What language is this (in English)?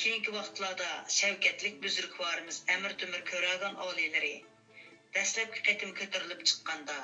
Uyghur